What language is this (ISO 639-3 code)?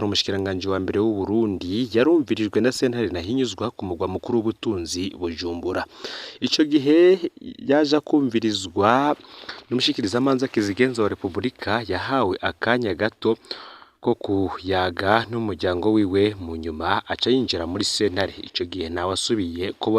run